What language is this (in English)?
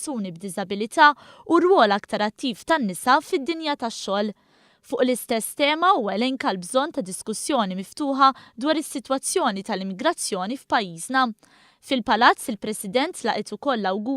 Maltese